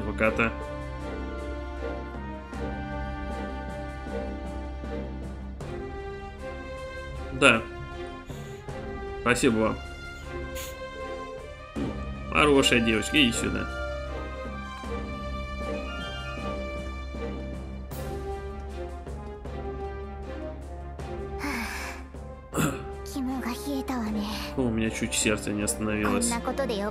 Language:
Russian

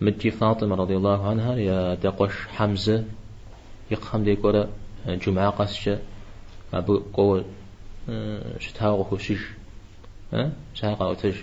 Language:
Kabardian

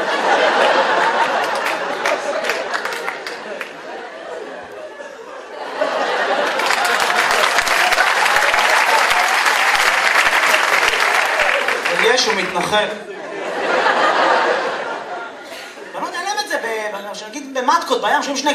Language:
Hebrew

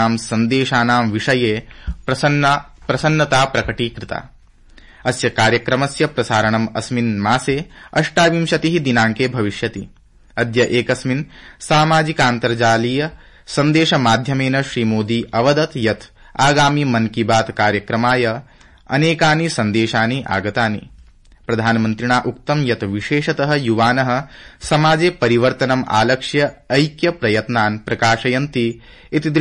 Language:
Sanskrit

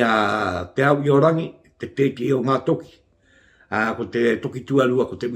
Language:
Māori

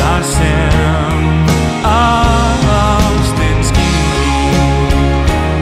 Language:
Icelandic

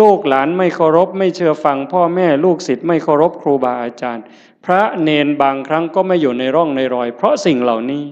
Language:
Northeastern Thai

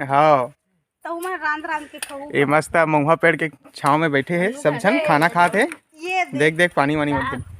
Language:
Chhattisgarhi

